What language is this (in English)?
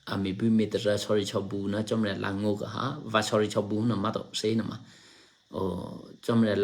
Eastern Kayah